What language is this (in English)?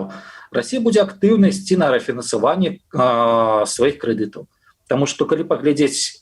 Belarusian